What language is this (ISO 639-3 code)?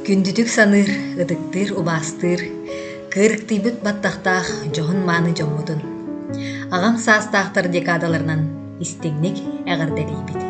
sah